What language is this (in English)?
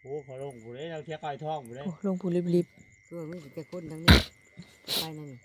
Northeastern Thai